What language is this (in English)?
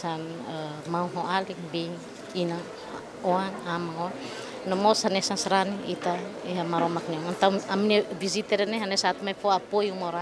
Tetum